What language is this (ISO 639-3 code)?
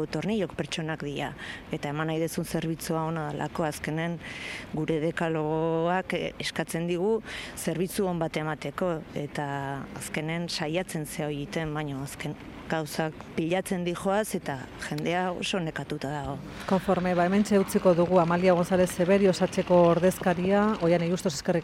eus